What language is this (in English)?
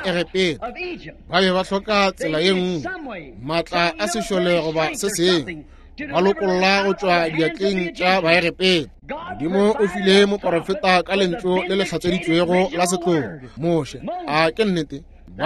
Northern Sotho